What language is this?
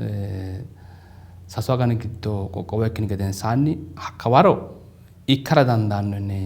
Sidamo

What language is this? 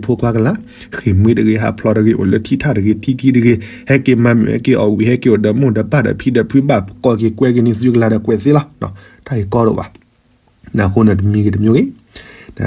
S'gaw Karen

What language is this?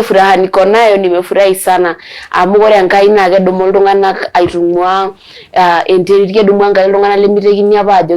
Masai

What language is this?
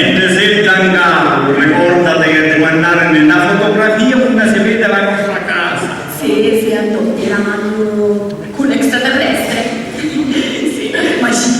Sicilian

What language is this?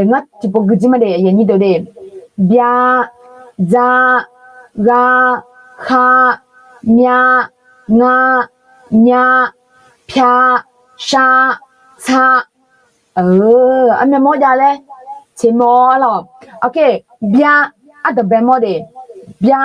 Akha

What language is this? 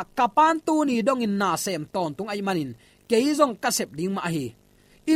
Tedim Chin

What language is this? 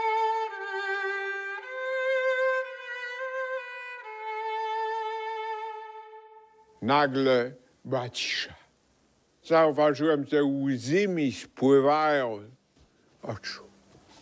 Polish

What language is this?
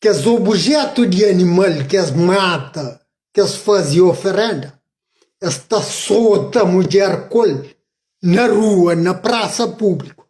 Kabuverdianu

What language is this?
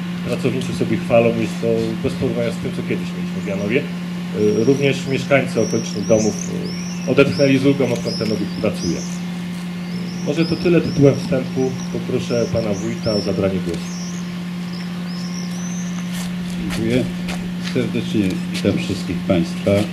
Polish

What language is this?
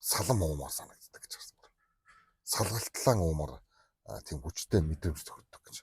Mongolian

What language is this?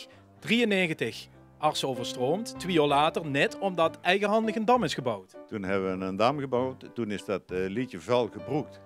Limburgish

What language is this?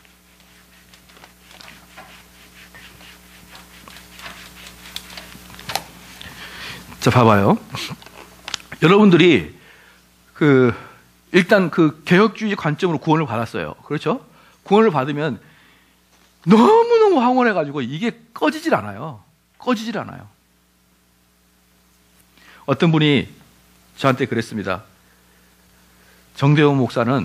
Korean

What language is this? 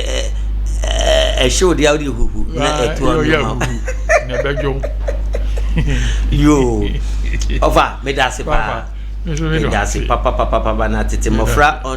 Akan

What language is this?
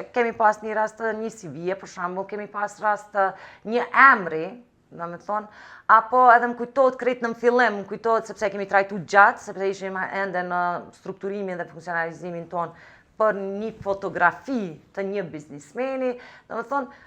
Albanian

